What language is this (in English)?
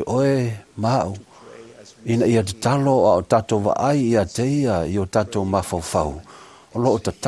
Samoan